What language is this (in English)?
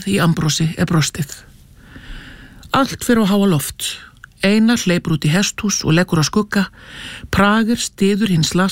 Icelandic